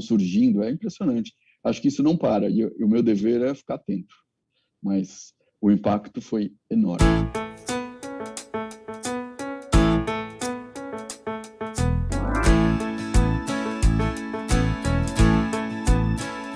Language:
Portuguese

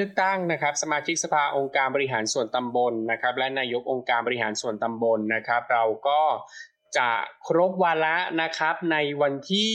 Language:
Thai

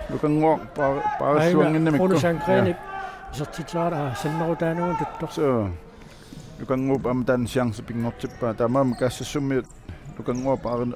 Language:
Kalaallisut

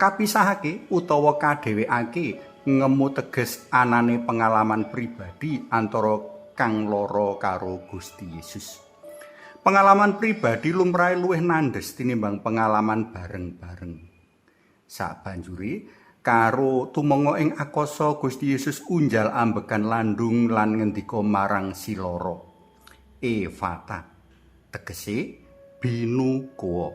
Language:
Javanese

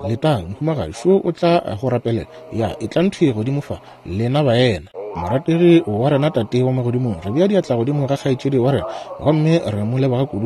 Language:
Northern Sotho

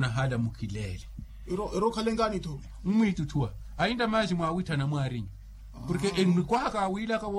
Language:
Makhuwa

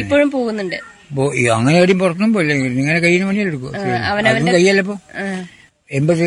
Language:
Malayalam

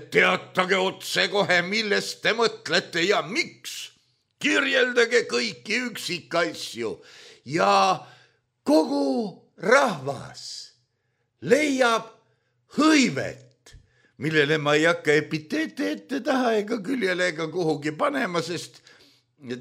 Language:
Estonian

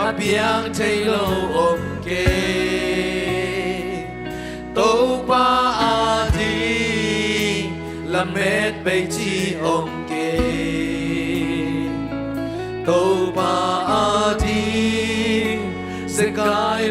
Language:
Tedim Chin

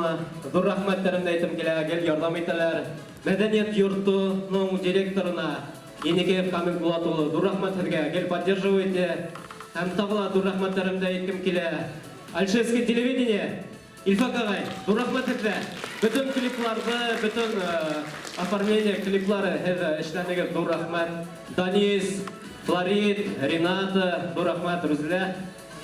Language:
Bashkir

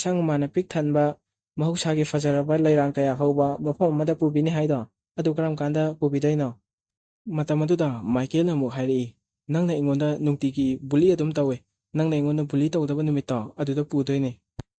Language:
Manipuri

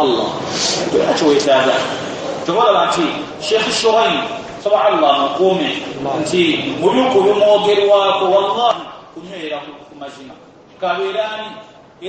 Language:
Ganda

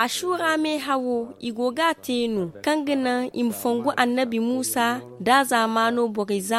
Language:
Zarma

